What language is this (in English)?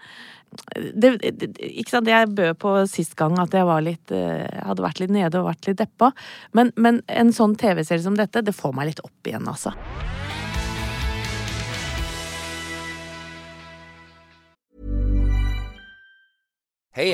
Norwegian